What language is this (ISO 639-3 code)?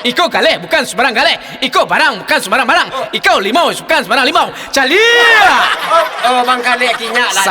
min